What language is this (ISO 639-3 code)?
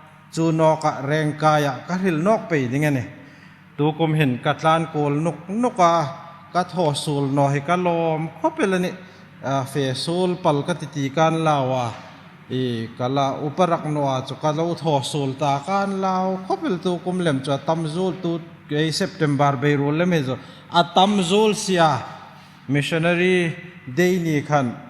hmr